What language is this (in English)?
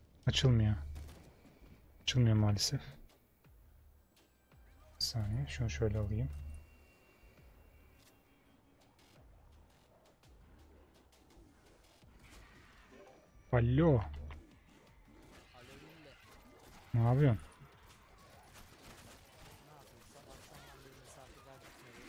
Turkish